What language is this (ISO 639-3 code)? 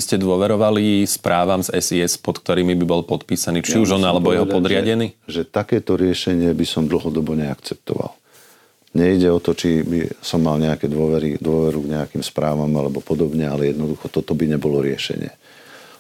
slk